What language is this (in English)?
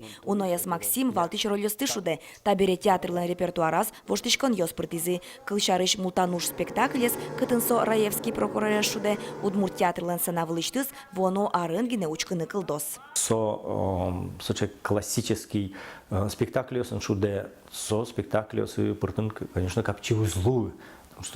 Udmurt